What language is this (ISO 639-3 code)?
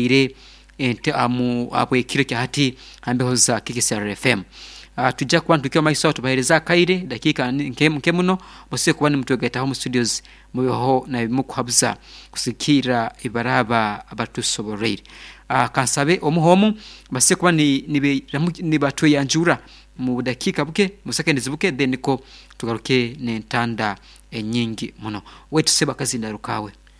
nyn